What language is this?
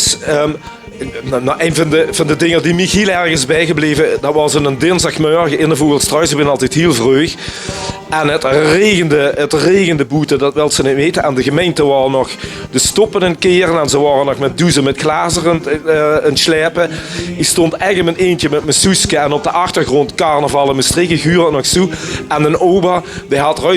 Limburgish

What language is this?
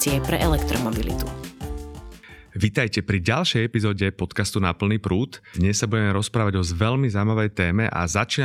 Slovak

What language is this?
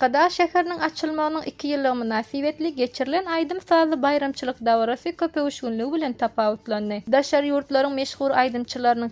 Turkmen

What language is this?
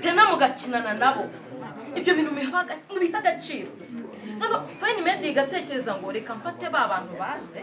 Kinyarwanda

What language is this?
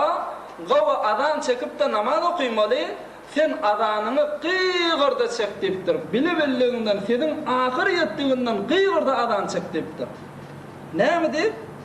Turkmen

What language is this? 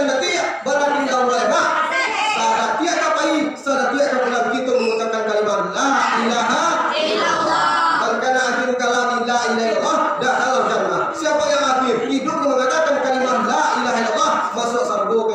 Minangkabau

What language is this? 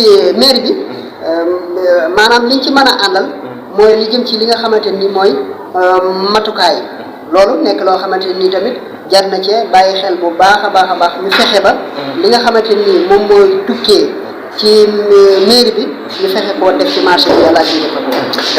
Wolof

